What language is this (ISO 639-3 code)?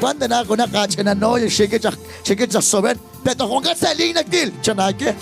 kek